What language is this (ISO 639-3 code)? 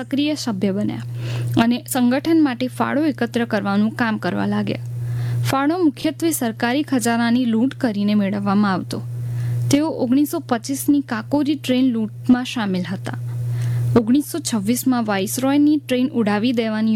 guj